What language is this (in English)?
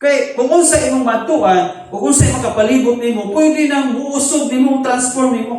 Cebuano